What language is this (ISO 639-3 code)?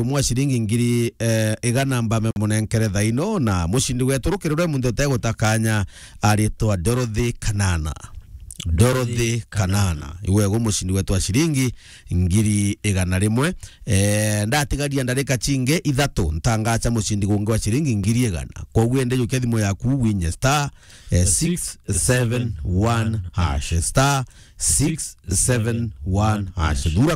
mer